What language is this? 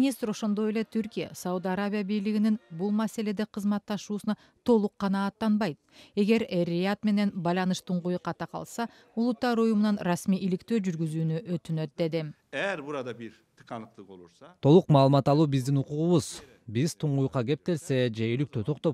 Kyrgyz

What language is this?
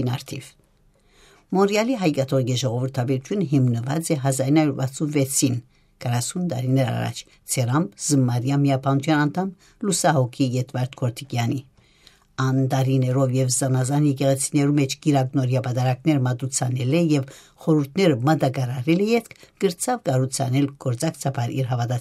Western Armenian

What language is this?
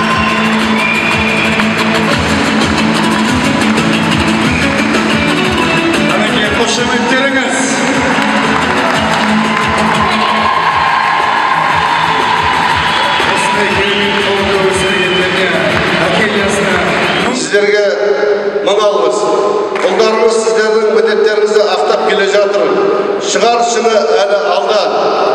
Kazakh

